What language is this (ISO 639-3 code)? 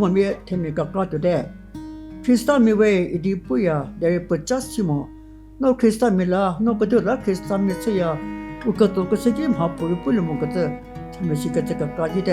njm